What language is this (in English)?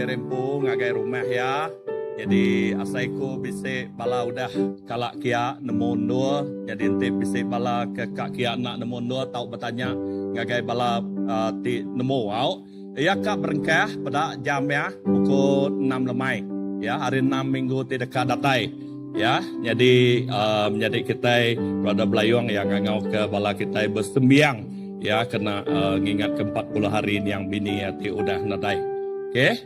Iban